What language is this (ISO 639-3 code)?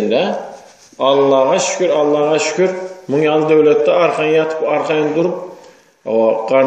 tuk